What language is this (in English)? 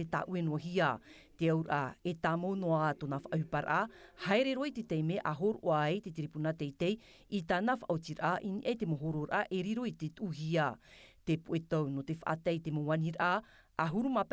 Tahitian